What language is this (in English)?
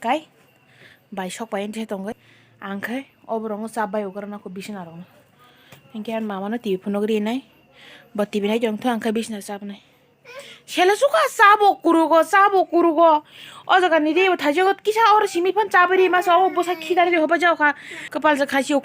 Kok Borok